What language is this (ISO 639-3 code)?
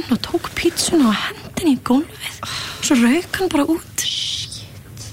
isl